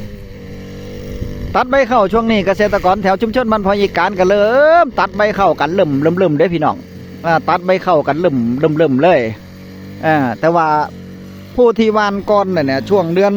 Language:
Northeastern Thai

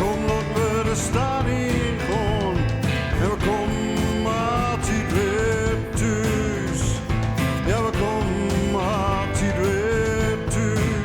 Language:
Gronings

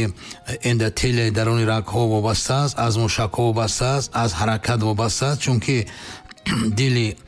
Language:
Tajik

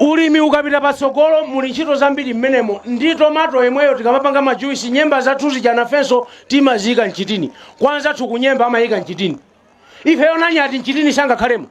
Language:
Nyanja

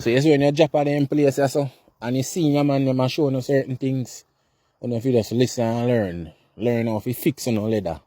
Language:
Jamaican Creole English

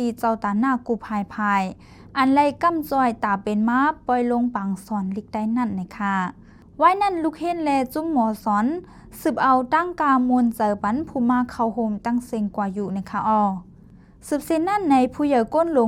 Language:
Shan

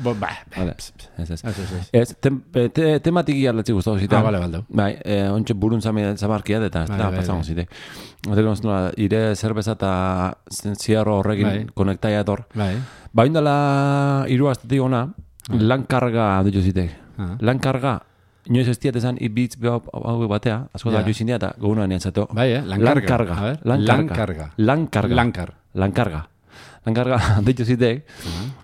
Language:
Basque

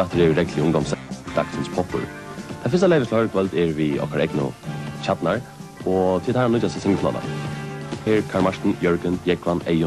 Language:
Faroese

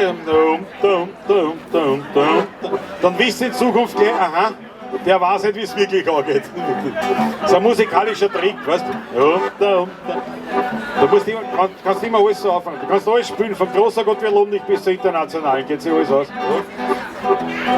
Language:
Bavarian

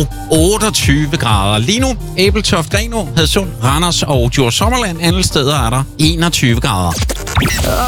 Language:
Danish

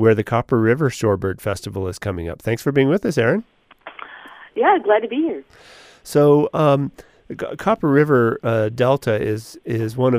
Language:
English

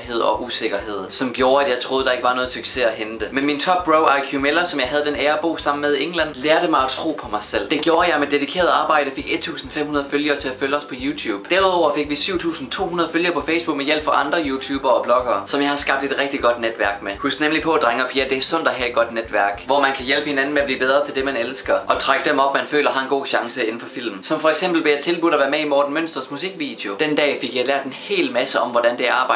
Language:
Danish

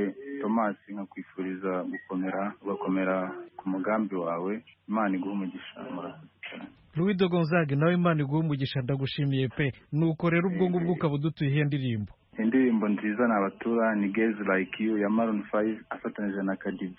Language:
Kinyarwanda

